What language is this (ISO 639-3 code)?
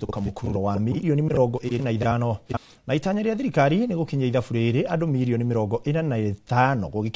kik